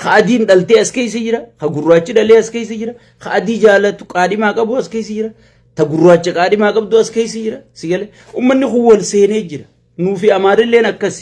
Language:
Oromo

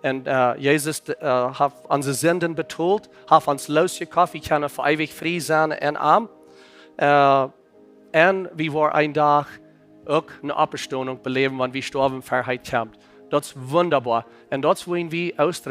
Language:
Plautdietsch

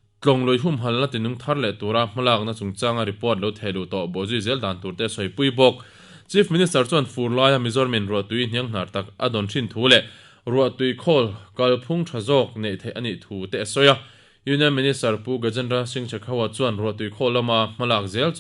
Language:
Mizo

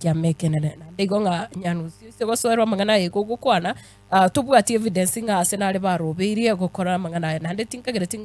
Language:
Gusii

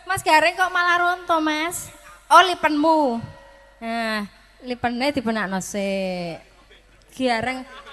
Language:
Javanese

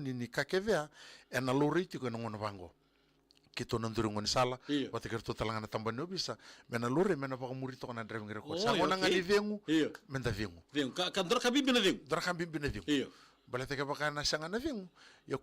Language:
Fijian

